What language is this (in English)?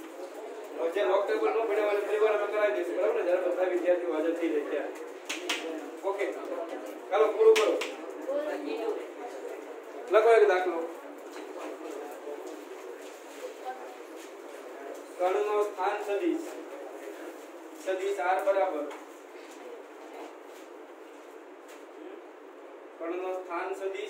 Gujarati